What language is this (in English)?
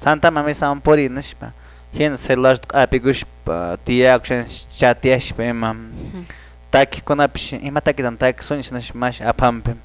Quechua